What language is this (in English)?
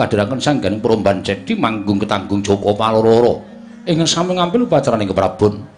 Javanese